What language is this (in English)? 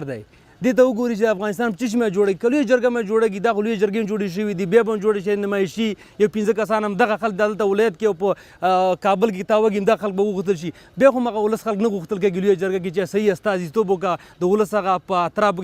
Pashto